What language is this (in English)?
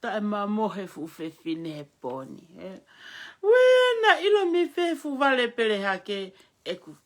Tongan